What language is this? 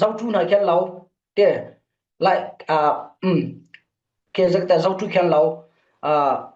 Hakha Chin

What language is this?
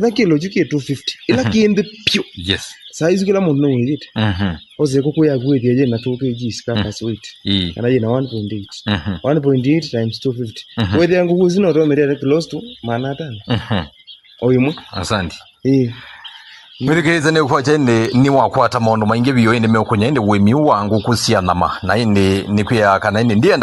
Kamba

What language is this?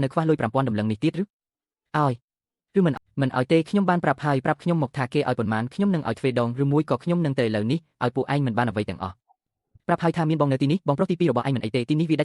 Khmer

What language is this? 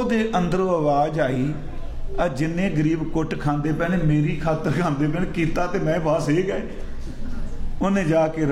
Punjabi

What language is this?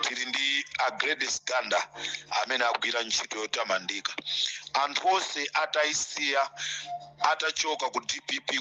Nyanja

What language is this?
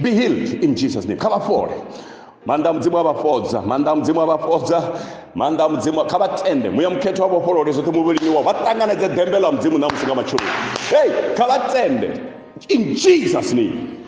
Venda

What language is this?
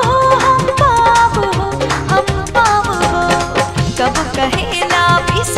Bhojpuri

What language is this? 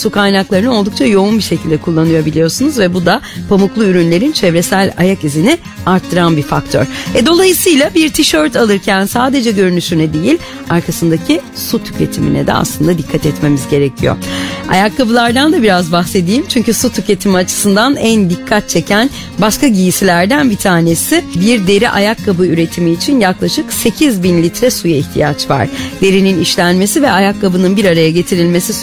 Turkish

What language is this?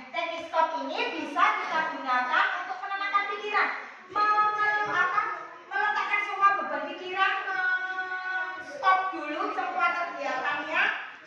Indonesian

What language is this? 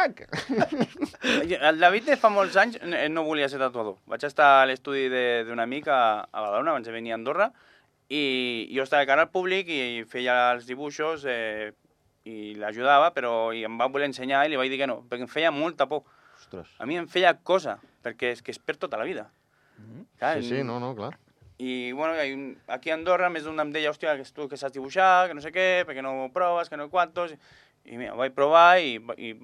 Catalan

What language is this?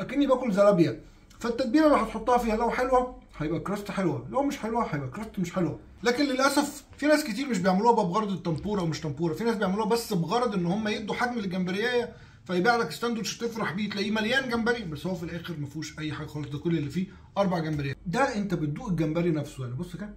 Egyptian Arabic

